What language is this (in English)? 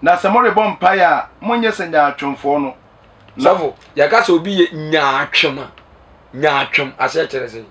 Akan